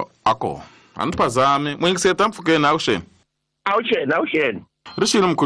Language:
Tsonga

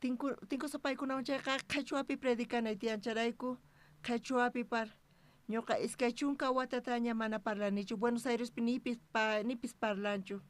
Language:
South Bolivian Quechua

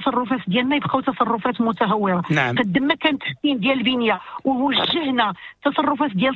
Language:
Moroccan Arabic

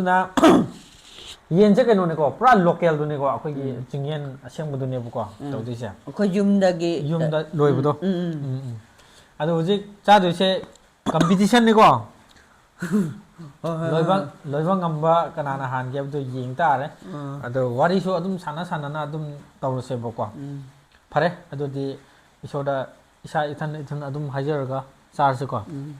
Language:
Manipuri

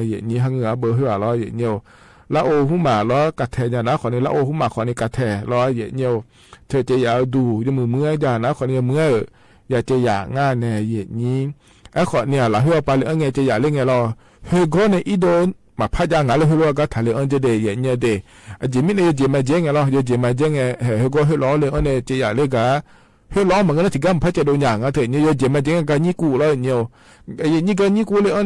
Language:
Akha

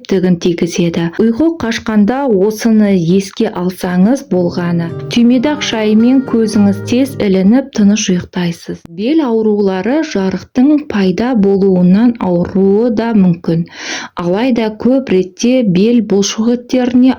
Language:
Kazakh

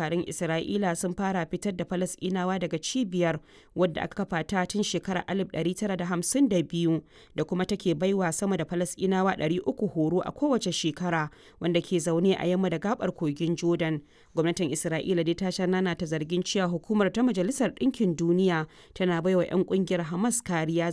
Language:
Hausa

